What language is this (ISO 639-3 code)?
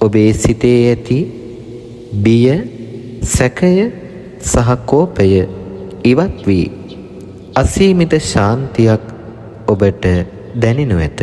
sin